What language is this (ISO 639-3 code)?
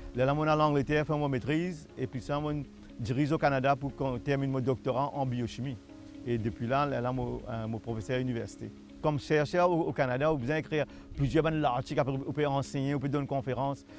mfe